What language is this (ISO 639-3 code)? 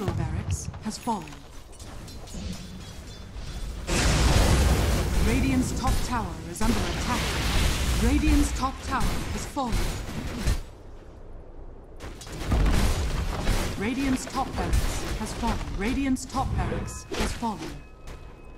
eng